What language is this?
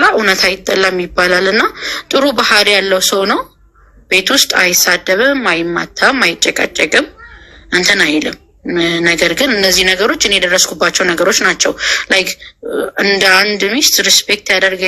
Amharic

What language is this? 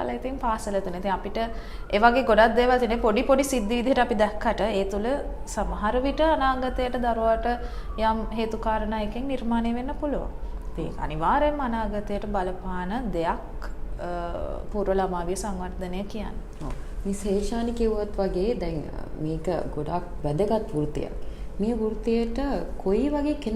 Sinhala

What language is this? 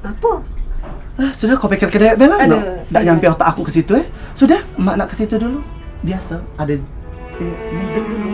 Musi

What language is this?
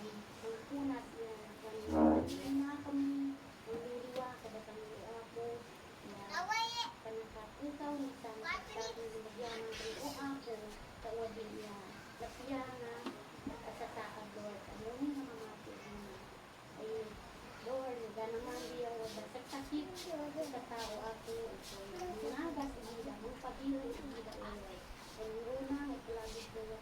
Isnag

